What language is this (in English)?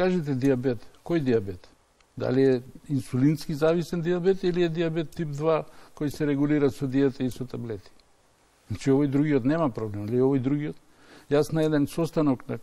Macedonian